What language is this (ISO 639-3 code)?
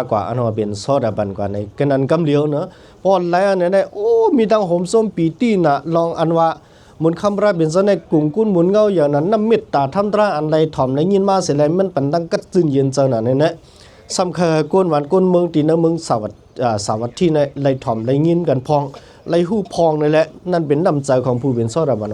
shn